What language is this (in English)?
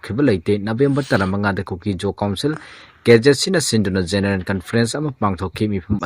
Manipuri